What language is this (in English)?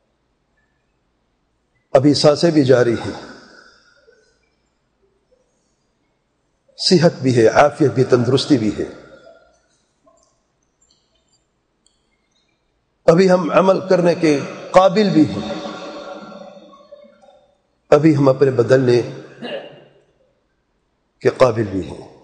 Urdu